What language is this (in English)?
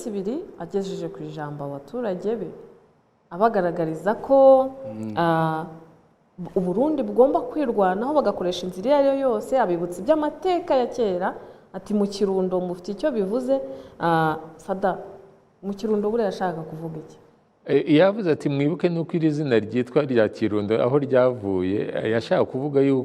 Kinyarwanda